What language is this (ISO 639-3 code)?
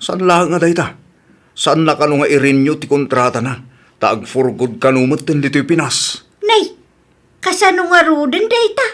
ilo